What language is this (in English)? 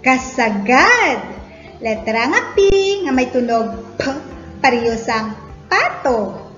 Hiligaynon